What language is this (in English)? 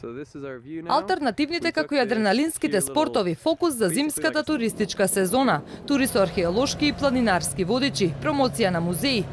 Macedonian